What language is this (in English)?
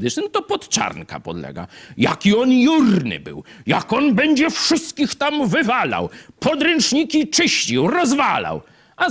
Polish